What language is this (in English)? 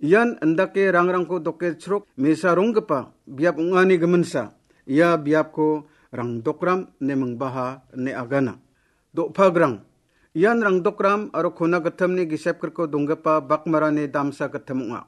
Garo